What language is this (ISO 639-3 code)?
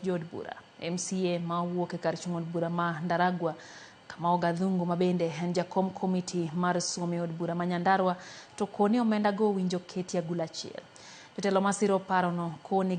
luo